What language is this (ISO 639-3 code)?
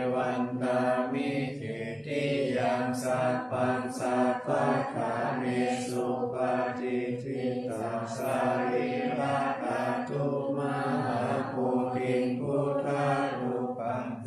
pli